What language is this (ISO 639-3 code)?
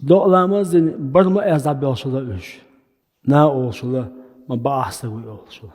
che